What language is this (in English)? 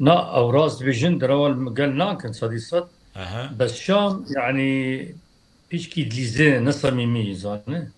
Kurdish